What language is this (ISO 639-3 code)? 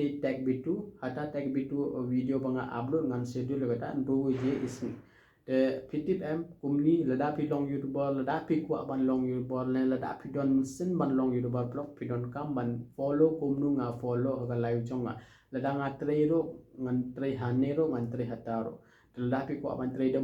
kha